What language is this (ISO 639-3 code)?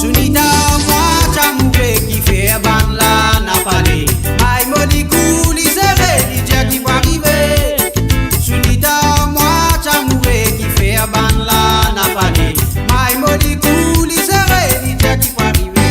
mfe